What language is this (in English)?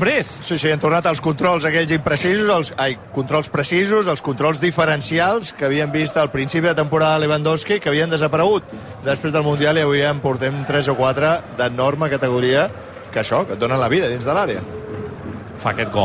Catalan